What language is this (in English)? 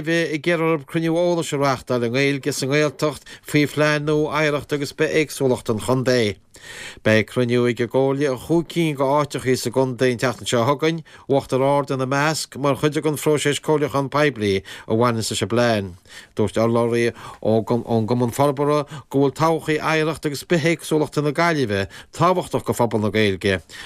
Irish